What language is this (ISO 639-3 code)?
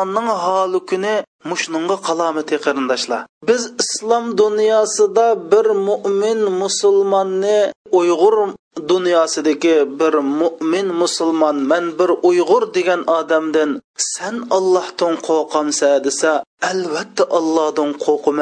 uig